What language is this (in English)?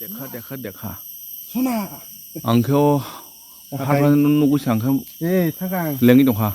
Kok Borok